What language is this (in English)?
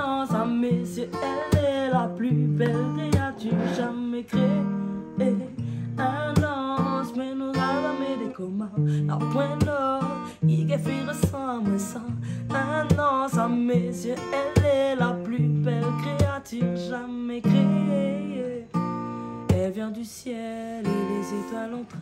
Réunion Creole French